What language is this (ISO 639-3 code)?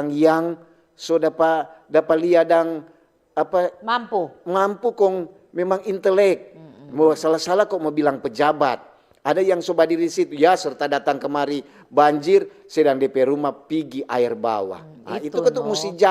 xmm